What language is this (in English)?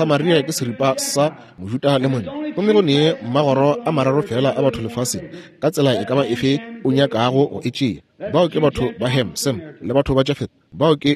Northern Sotho